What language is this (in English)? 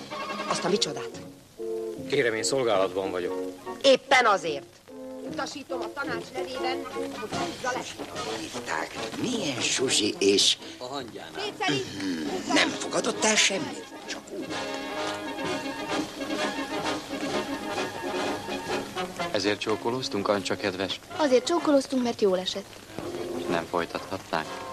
Hungarian